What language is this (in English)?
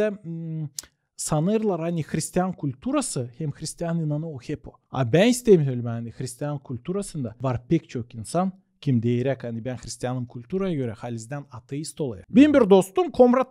Gagauz